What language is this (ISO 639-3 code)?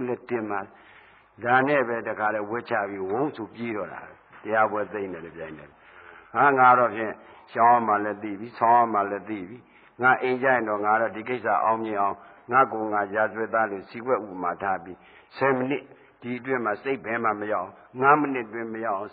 mya